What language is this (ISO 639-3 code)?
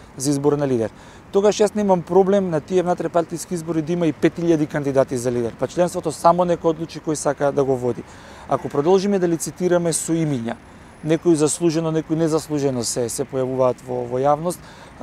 mkd